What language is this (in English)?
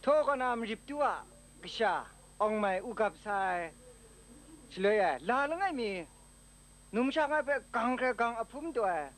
Kachin